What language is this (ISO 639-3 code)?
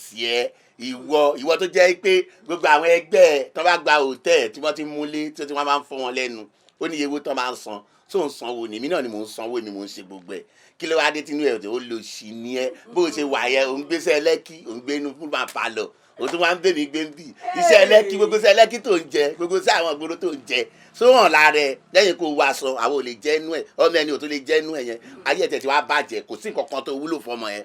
yor